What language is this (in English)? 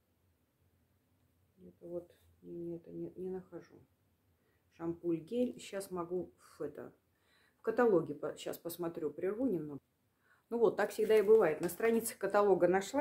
Russian